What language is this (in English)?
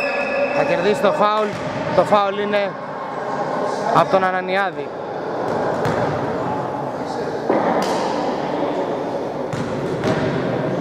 Greek